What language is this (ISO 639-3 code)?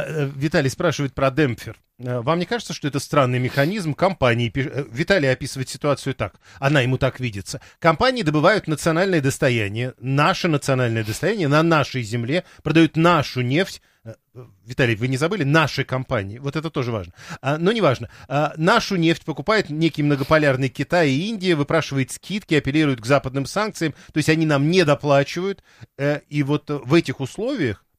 rus